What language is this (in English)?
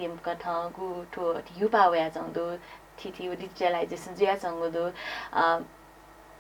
Newari